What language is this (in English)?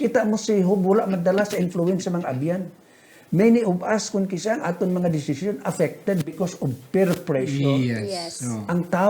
Hiligaynon